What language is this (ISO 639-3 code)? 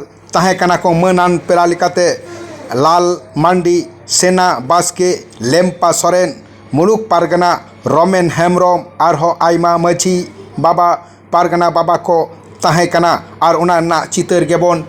sat